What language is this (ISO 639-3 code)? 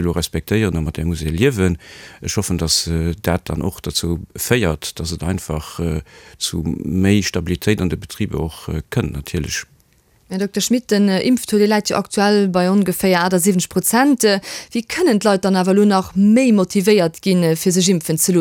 ltz